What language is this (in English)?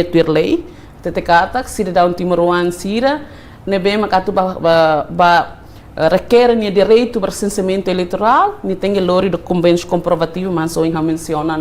Tetum